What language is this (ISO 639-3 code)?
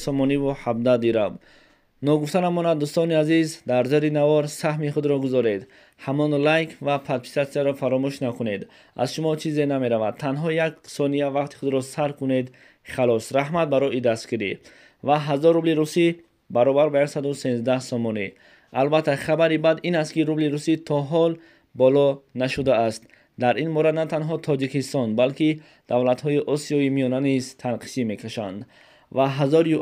tgk